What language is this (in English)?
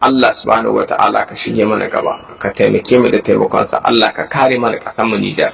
Hausa